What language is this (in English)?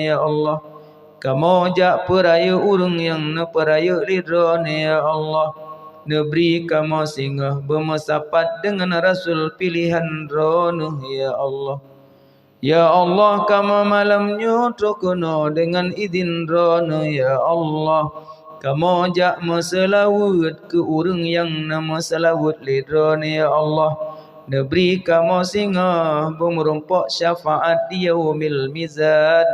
Achinese